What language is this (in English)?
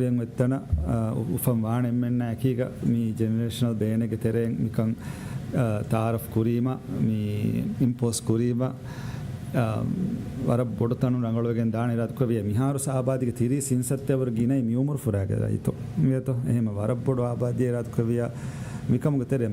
Divehi